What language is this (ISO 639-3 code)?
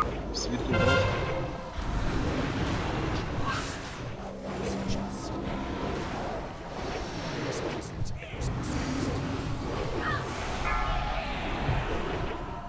rus